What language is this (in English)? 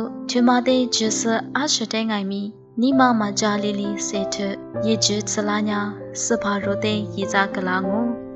Lisu